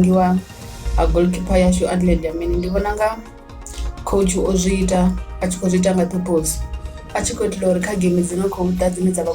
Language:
Venda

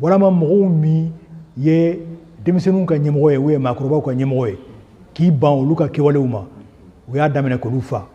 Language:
Bambara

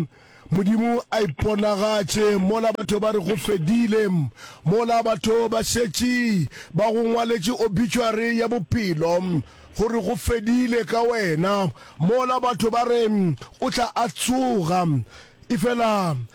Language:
Northern Sotho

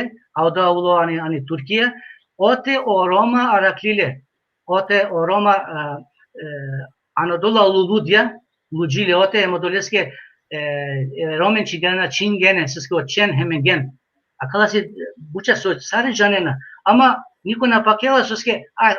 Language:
Balkan Romani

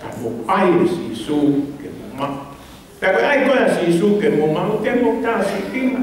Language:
Tongan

